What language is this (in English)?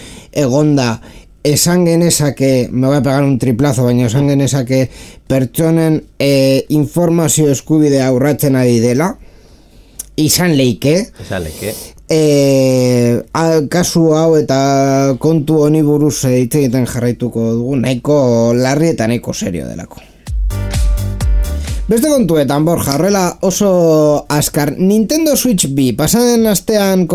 Basque